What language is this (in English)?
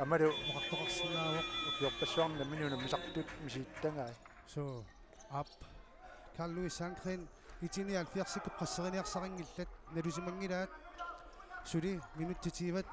Kalaallisut